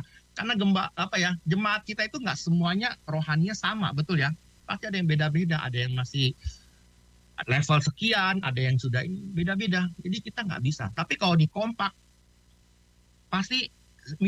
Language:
Indonesian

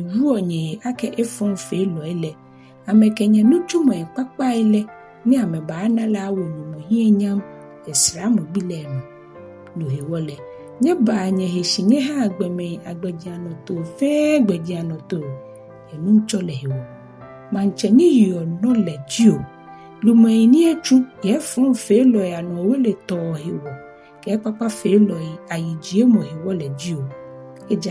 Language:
Ga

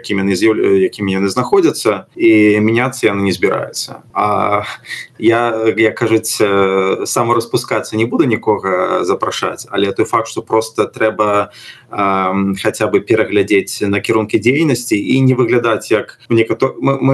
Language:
Belarusian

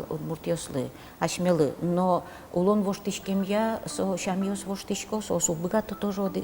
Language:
Udmurt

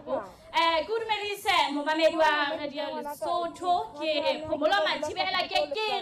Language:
Southern Sotho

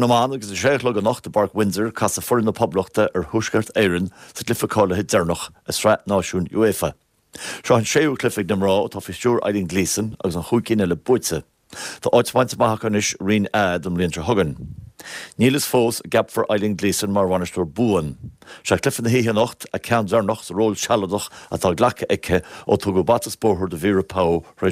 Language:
Irish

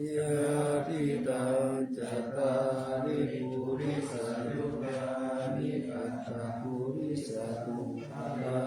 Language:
Pali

